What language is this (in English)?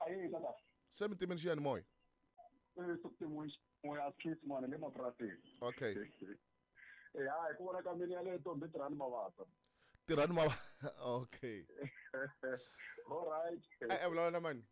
Tsonga